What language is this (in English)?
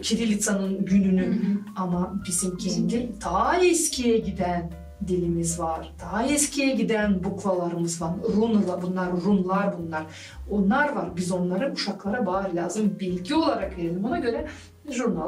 Gagauz